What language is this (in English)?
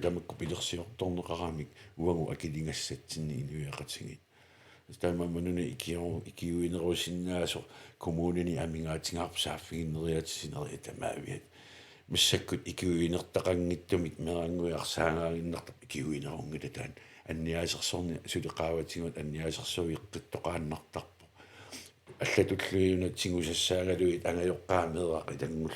Kalaallisut